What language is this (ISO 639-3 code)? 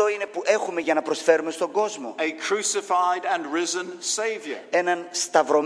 ell